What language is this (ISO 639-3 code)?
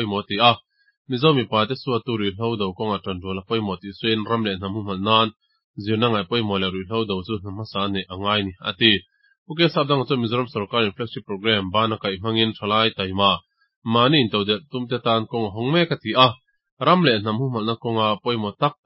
lus